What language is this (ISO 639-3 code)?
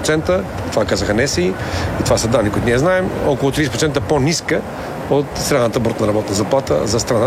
bul